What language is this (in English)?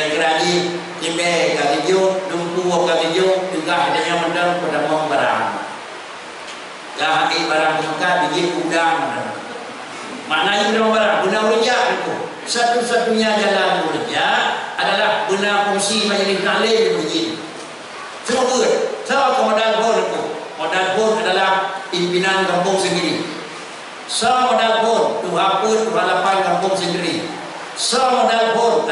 Malay